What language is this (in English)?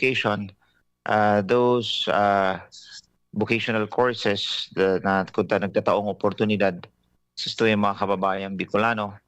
Bikol